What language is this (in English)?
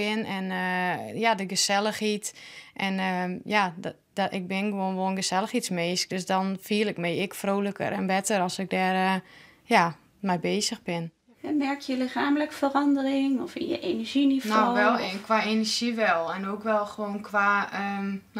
Western Frisian